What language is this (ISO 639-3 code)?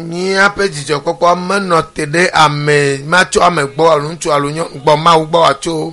ewe